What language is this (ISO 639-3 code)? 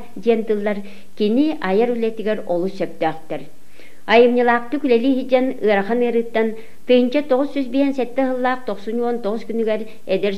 sah